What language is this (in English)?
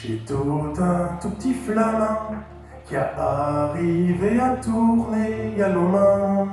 Picard